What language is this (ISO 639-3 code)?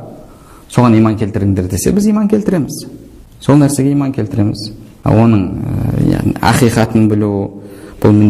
kaz